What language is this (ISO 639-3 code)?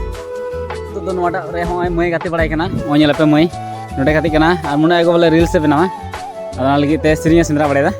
sat